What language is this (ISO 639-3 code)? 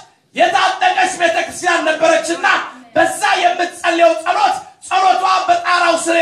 amh